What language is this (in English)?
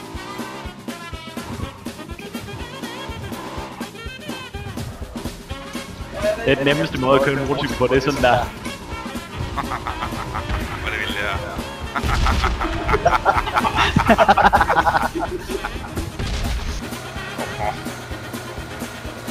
Danish